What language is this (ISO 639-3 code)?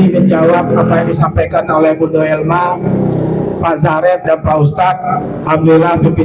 min